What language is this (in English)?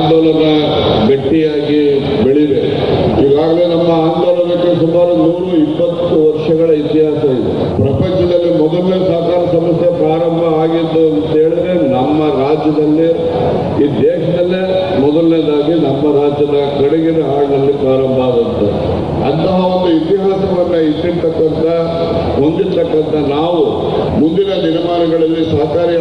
Kannada